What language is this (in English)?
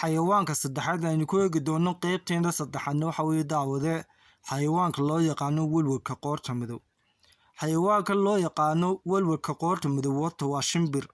Somali